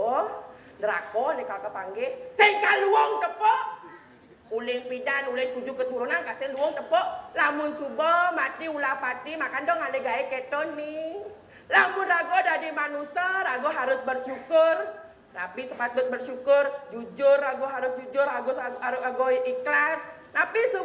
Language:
Balinese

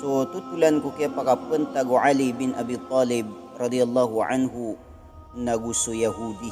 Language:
Maranao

